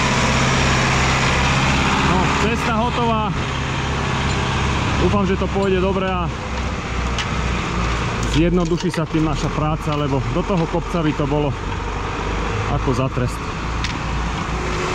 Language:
Slovak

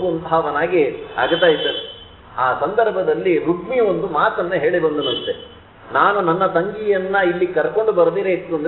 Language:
Kannada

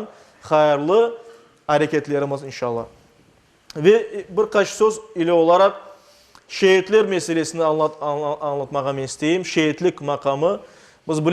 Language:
Crimean Tatar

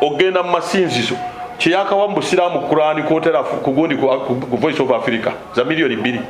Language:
Ganda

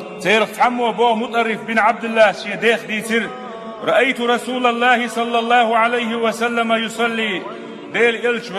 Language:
Chechen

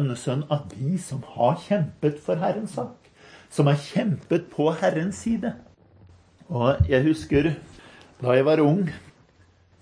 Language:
Norwegian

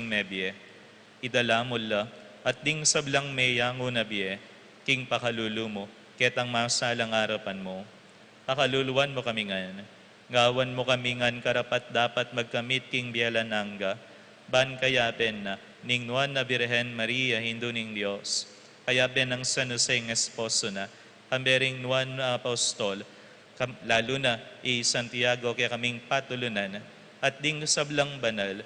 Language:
Pampanga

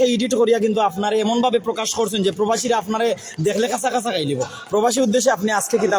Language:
Sylheti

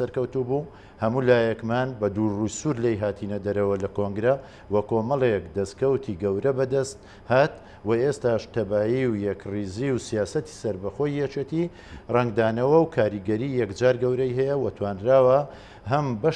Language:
Central Kurdish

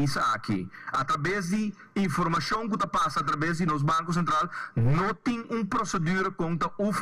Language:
Papiamento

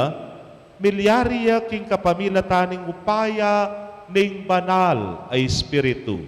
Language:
Pampanga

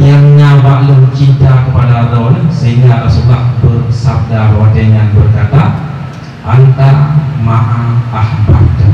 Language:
Achinese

